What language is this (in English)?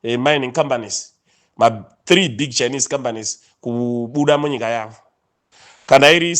Shona